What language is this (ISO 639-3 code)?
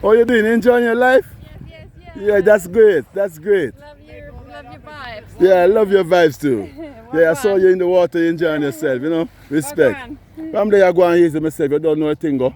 jam